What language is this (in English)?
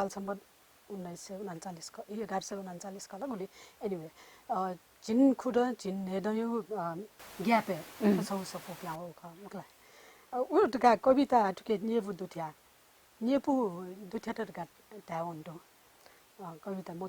Newari